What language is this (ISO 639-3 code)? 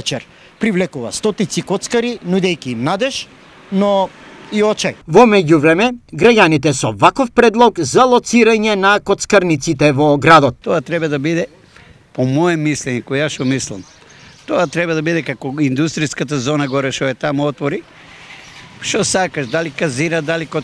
mkd